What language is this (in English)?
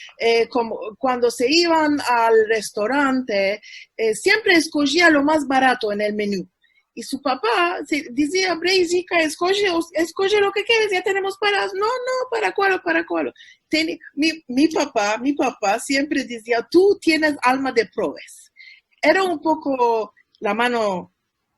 Ladino